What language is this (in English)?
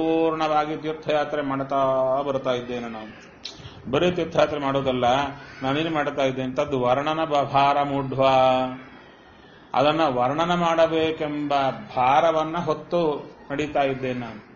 Kannada